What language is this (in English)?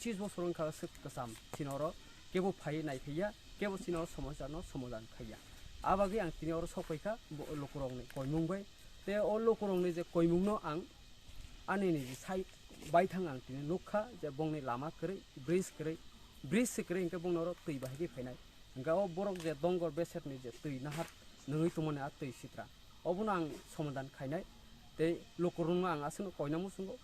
Kok Borok